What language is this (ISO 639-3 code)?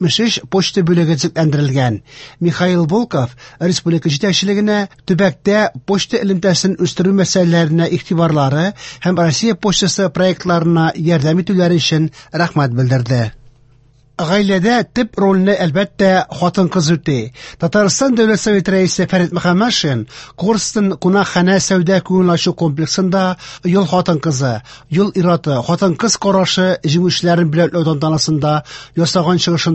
tat